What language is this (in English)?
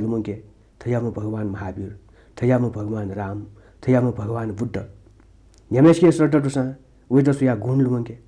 Newari